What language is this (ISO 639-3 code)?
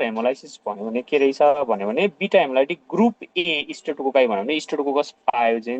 nep